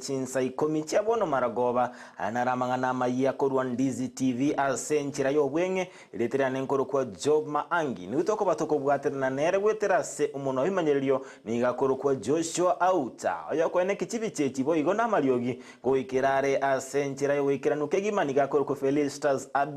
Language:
Gusii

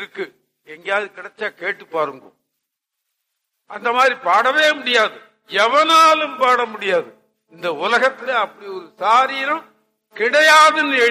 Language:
Tamil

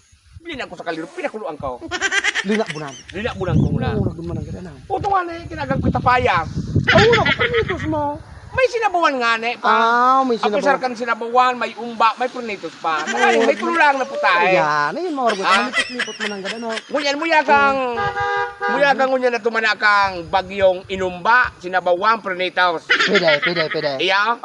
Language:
Bikol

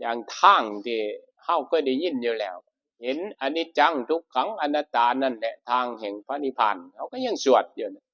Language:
Northeastern Thai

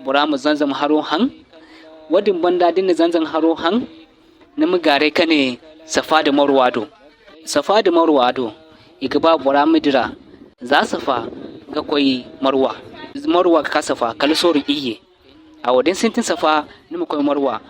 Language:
Zarma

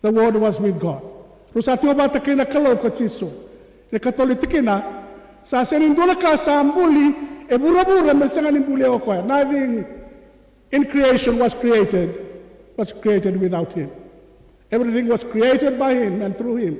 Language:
Fijian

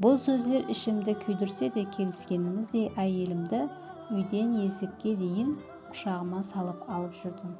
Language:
Kara-Kalpak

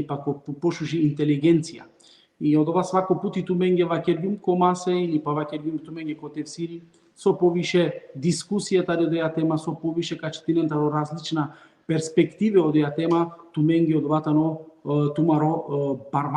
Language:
Balkan Romani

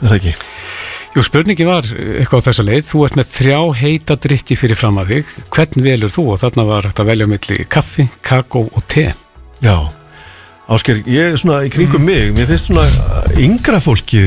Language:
Icelandic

